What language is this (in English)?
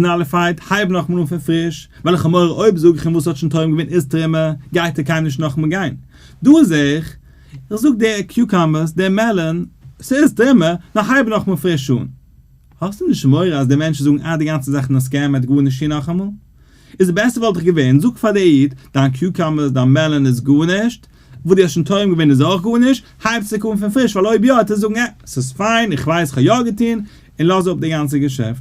Yiddish